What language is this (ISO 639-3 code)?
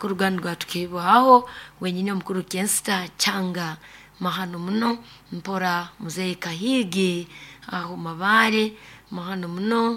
nyo